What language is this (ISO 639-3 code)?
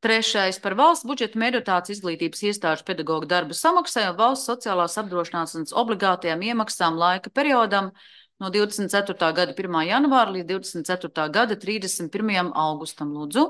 lav